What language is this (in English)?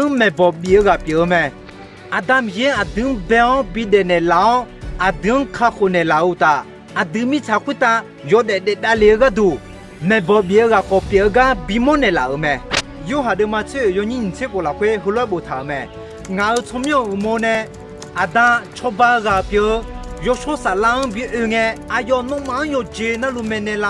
Akha